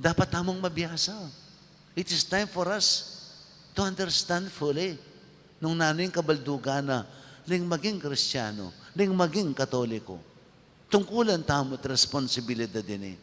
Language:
Pampanga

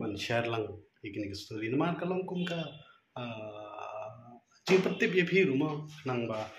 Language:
Khasi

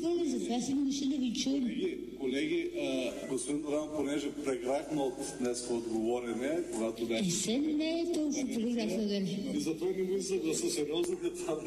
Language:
Bulgarian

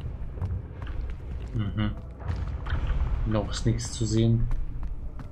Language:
German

